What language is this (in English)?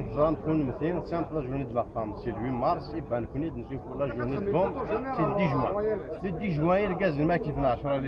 Kabyle